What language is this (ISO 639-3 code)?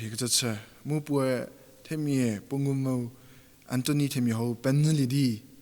njm